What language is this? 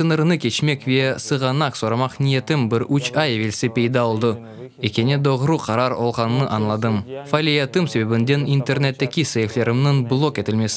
Crimean Tatar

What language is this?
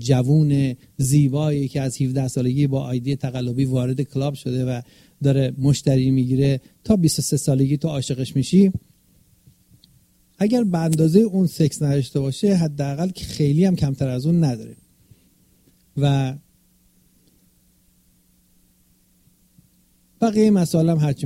Persian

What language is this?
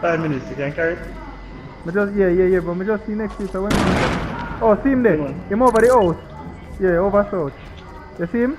Jamaican Creole English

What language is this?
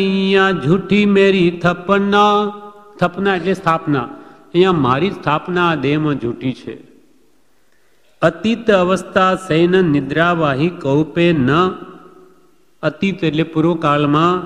Gujarati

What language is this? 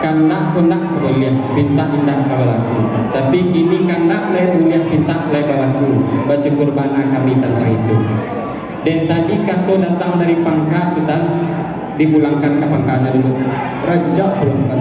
Minangkabau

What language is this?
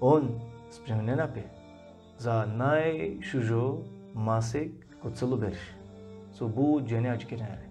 Balkan Romani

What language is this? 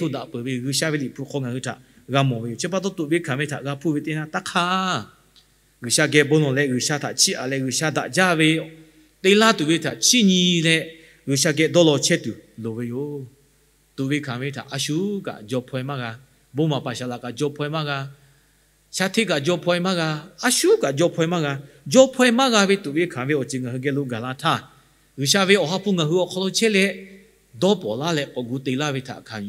Lahu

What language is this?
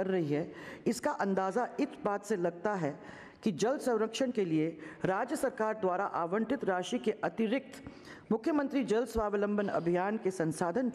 Hindi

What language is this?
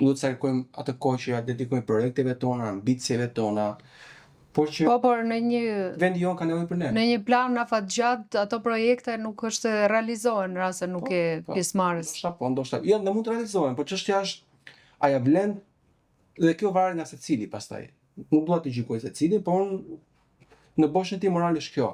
Albanian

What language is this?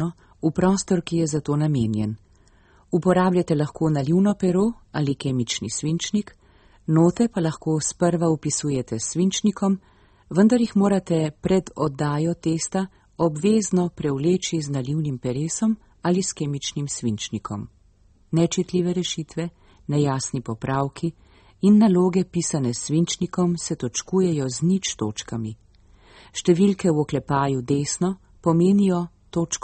Slovenian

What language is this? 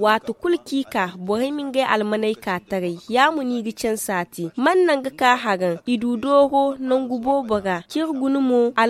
Zarma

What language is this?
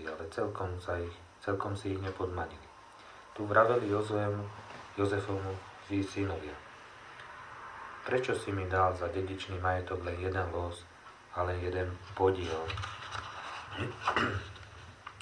Slovak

